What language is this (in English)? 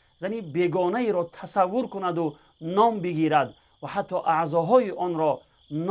Tajik